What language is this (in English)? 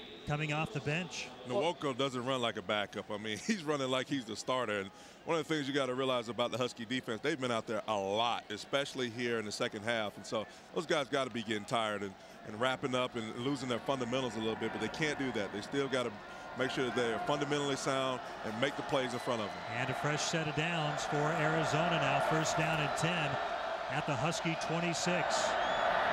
English